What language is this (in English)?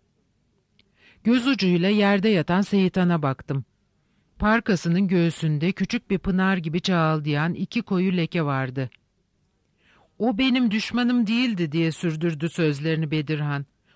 Turkish